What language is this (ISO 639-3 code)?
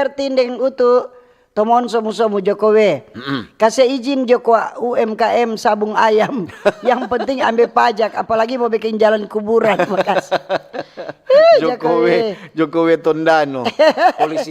xmm